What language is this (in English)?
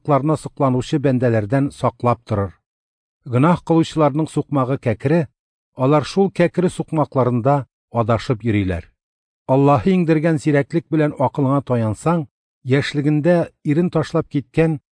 Tatar